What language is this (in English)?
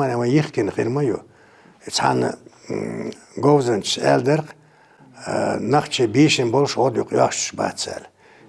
Chechen